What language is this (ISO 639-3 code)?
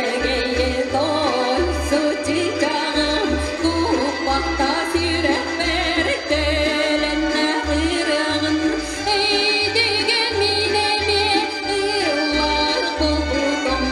sah